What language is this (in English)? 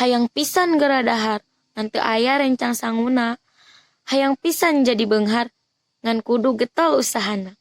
Sundanese